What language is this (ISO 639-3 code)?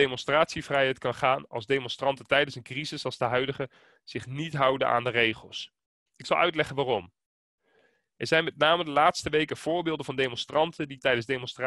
nld